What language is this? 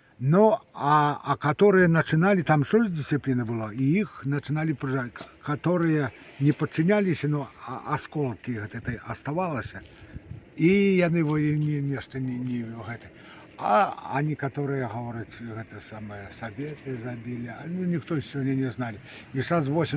Belarusian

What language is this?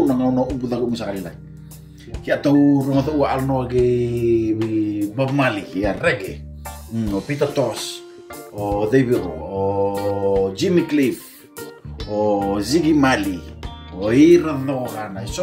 Fijian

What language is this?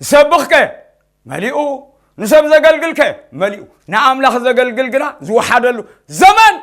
Tigrinya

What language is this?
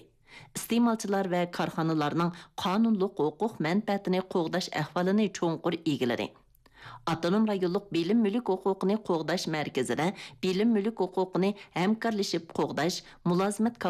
Uyghur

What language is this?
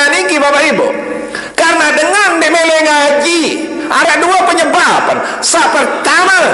Sasak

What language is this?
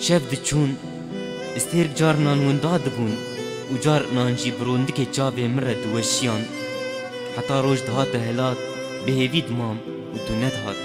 Kurdish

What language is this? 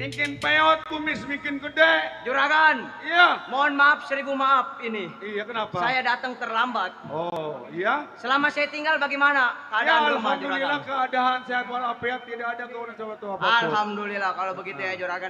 Betawi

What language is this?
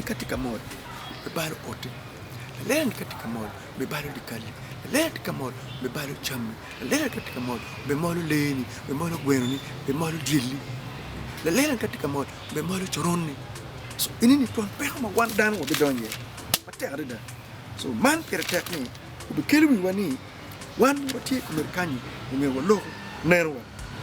Acoli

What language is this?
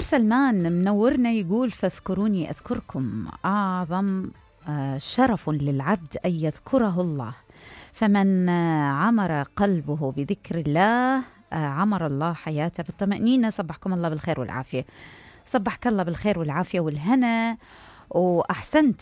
Mesopotamian Arabic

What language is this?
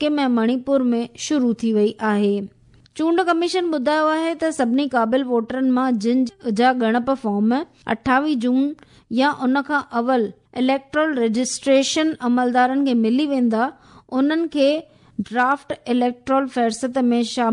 Sindhi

